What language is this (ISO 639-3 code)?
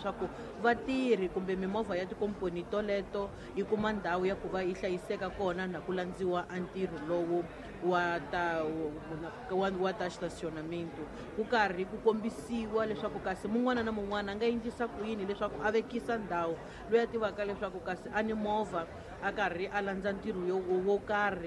tso